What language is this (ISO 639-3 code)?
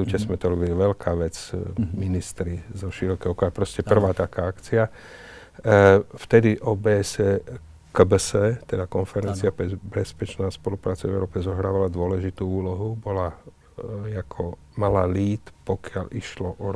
slk